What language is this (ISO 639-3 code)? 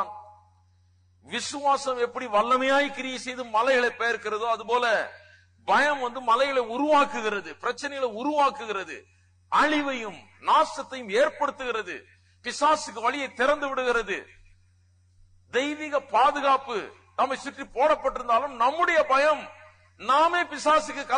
tam